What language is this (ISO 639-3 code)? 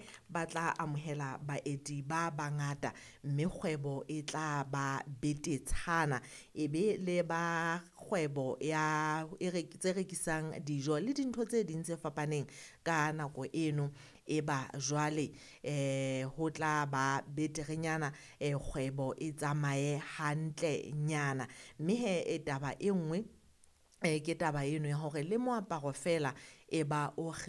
sot